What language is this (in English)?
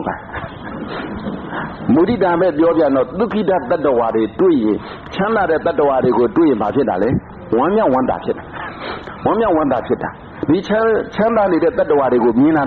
Burmese